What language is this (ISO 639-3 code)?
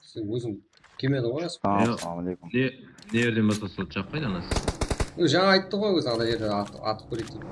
kaa